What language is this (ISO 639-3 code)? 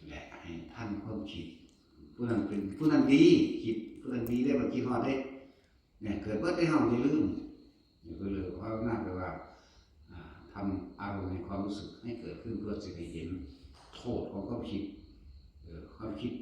tts